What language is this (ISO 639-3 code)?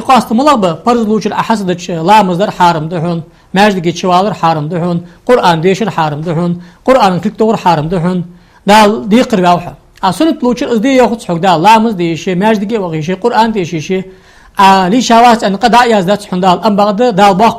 inh